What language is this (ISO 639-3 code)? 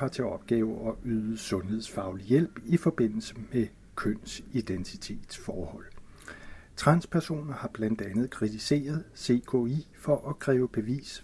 dan